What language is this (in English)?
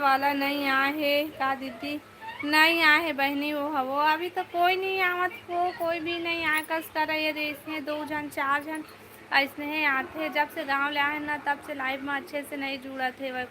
Chhattisgarhi